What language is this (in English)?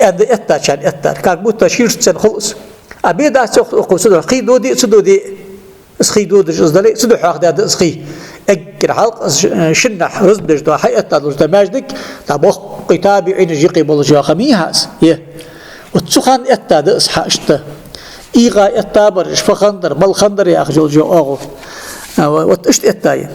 Ingush